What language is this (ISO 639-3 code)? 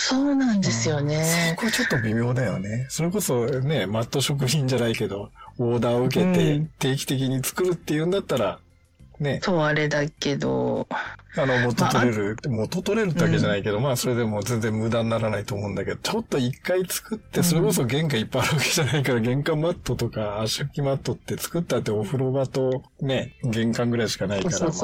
jpn